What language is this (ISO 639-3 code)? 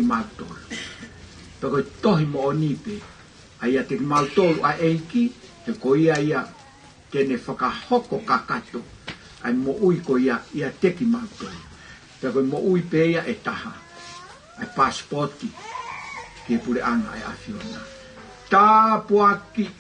ton